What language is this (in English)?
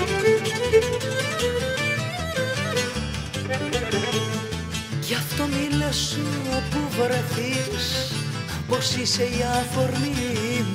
Greek